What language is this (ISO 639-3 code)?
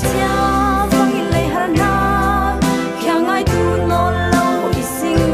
cfm